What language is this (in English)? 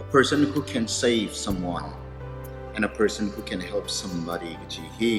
Tangkhul Naga (India)